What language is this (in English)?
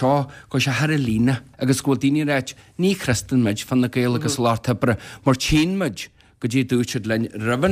Irish